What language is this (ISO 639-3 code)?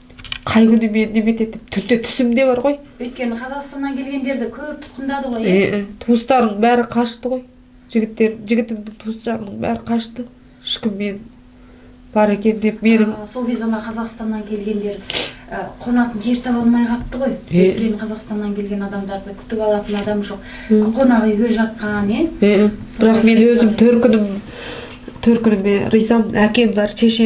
kaz